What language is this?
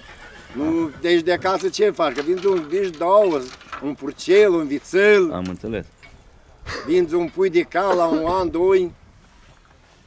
Romanian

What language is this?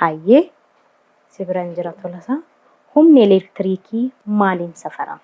Oromo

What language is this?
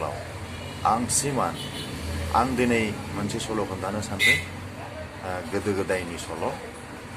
Bodo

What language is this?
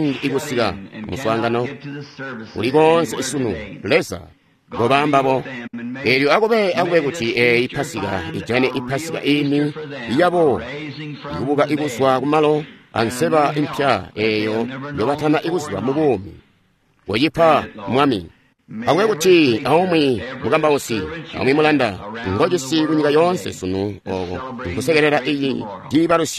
Tonga (Zambia)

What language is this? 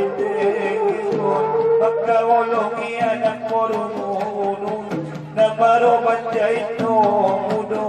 Batak Angkola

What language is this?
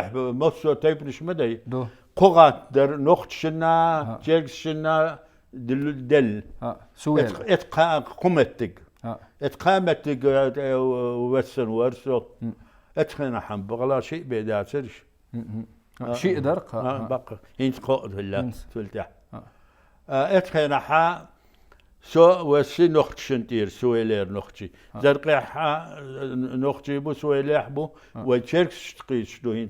Chechen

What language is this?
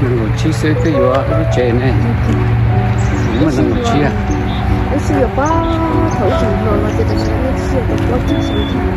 Hmong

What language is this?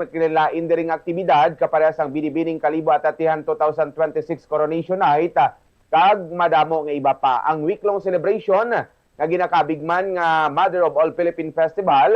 Hiligaynon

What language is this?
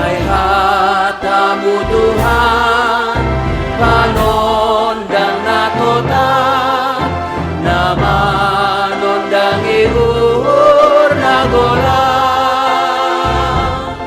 Batak Simalungun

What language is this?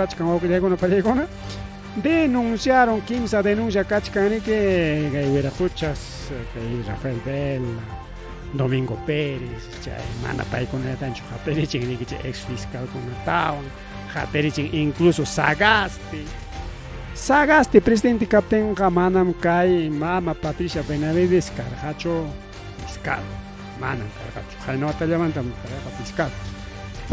Ayacucho Quechua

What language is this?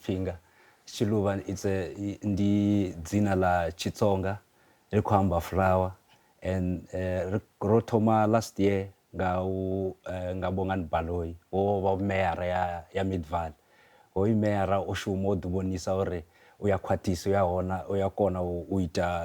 Venda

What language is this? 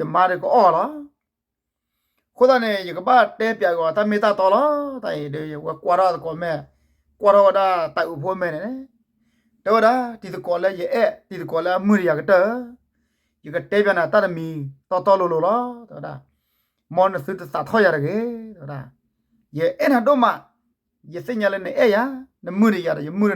S'gaw Karen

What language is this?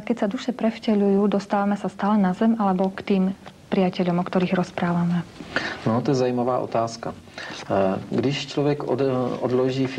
Slovak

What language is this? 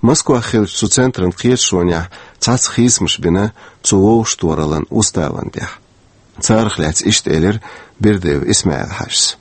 Chechen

